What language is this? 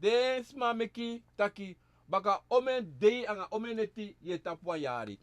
Sranan Tongo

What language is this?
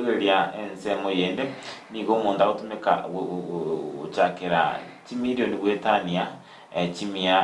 Gusii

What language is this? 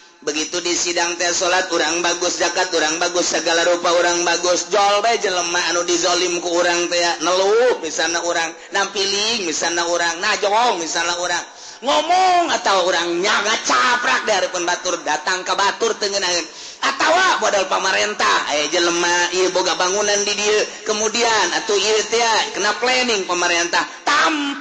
Sundanese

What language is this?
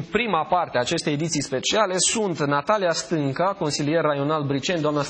Romanian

